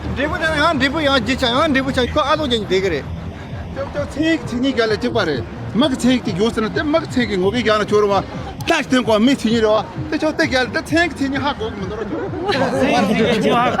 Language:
Tibetan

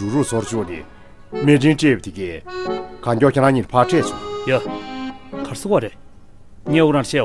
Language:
Tibetan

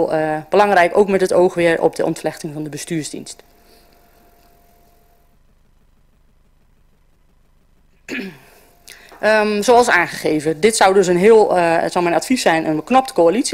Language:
Dutch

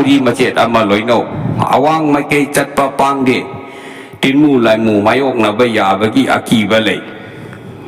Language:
Manipuri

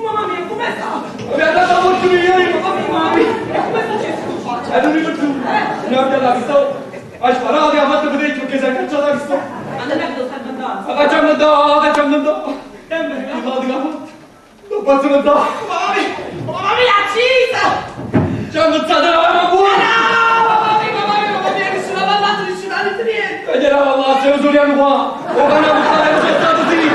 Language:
Neapolitan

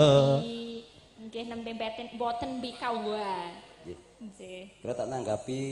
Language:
Javanese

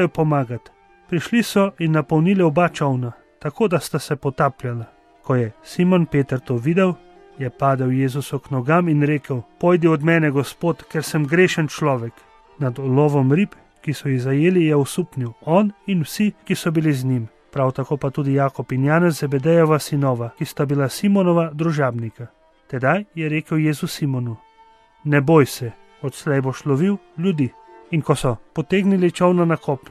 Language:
Slovenian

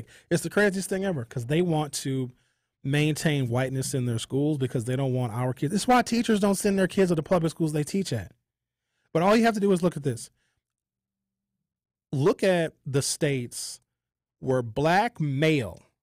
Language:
English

